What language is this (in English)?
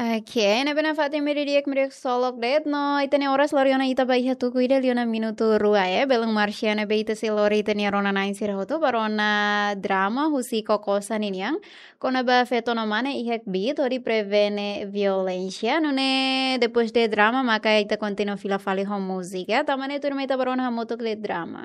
Tetum